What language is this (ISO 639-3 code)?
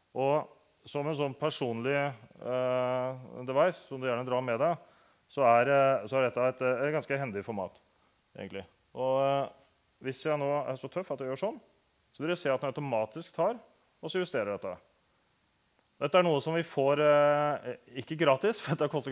nor